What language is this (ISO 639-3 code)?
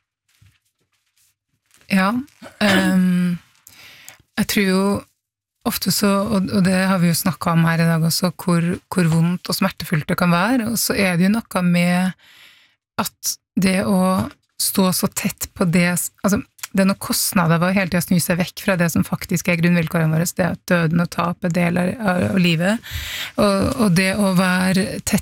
nor